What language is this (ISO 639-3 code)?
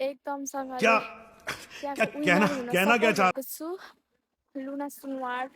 nep